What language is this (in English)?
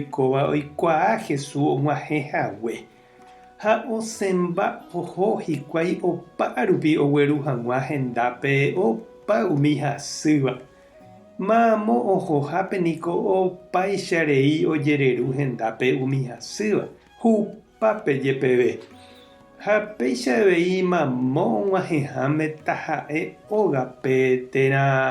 Guarani